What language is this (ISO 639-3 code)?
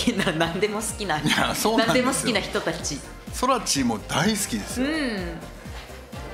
jpn